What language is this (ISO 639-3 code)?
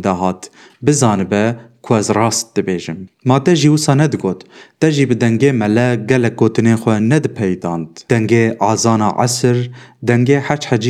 kur